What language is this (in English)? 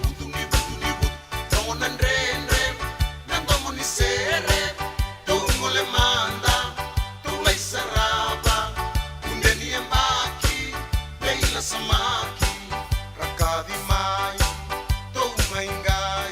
Fijian